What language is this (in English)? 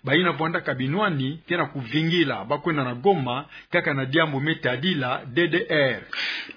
Kituba (Democratic Republic of Congo)